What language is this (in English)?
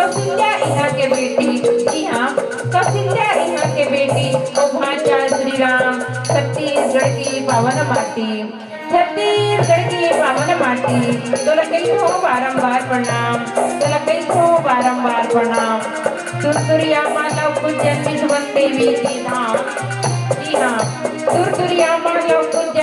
Chhattisgarhi